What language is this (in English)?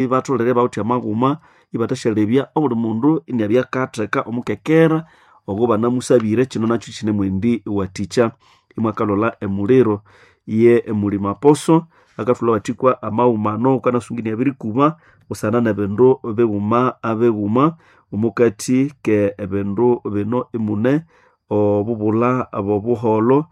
Nande